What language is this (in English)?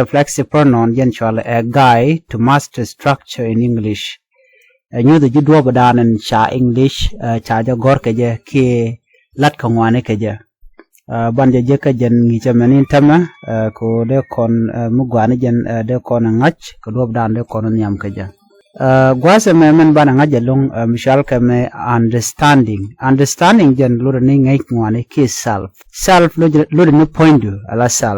Nuer